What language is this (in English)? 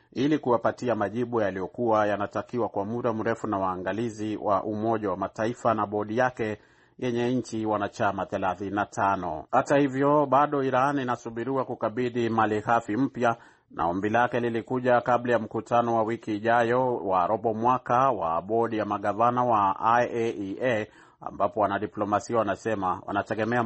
Swahili